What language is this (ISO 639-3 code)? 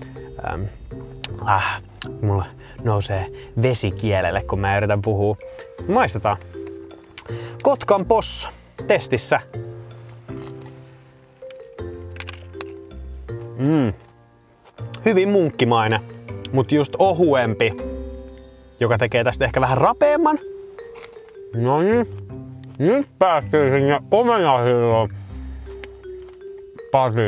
fin